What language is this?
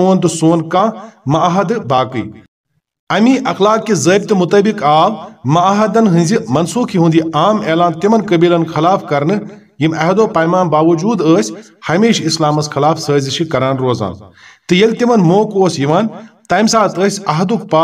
Kashmiri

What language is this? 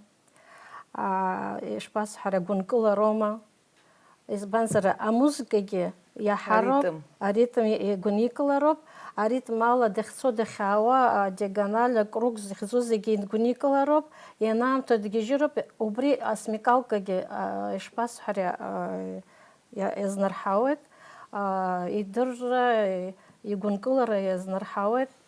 Abkhazian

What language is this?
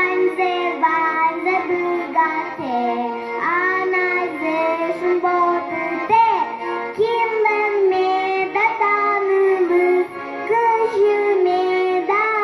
Udmurt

